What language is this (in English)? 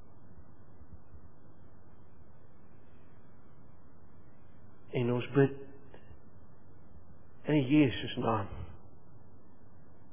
Afrikaans